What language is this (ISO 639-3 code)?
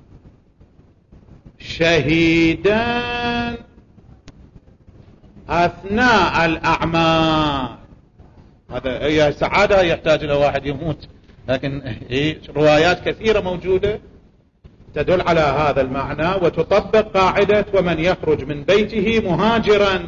ara